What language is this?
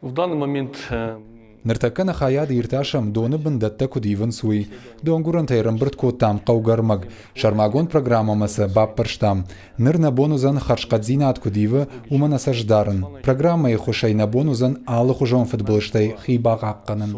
Ossetic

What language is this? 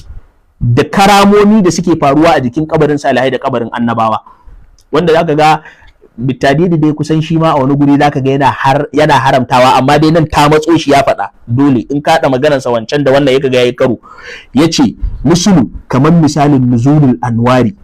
Hausa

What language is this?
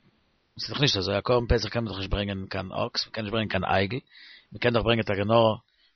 Yiddish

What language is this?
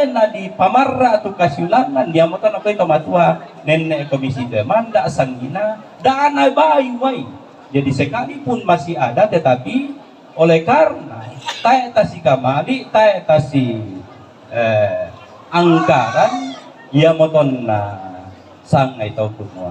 Toraja-Sa'dan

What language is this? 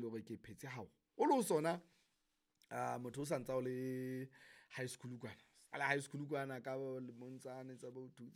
Southern Sotho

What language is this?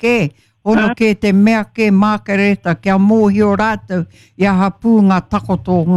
Māori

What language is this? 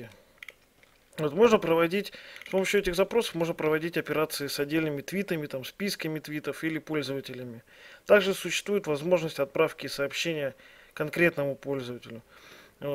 Russian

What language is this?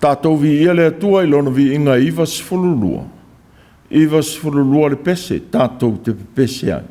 Samoan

